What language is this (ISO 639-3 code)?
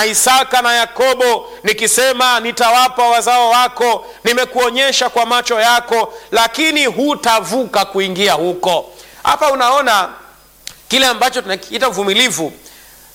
swa